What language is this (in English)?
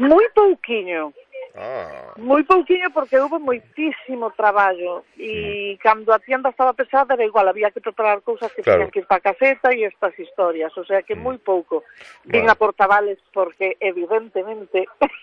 Galician